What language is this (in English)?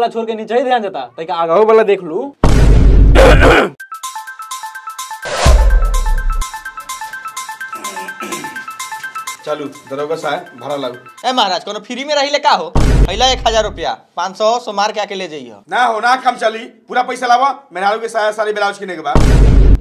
Bhojpuri